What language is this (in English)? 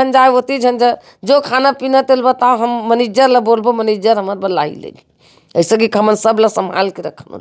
Chhattisgarhi